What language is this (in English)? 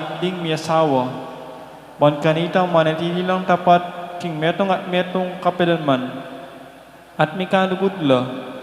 Pampanga